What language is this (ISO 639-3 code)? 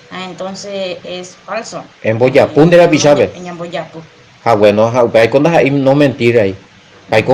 grn